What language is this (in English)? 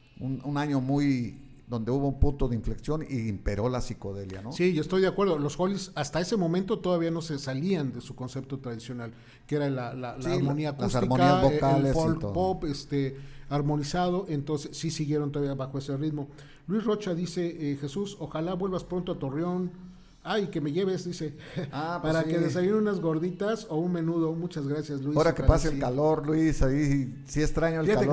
Spanish